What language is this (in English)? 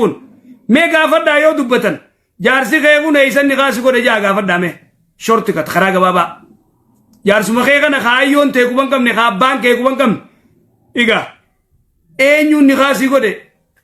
Oromo